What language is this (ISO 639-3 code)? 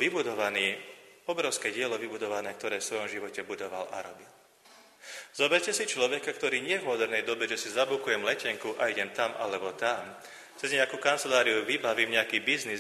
slk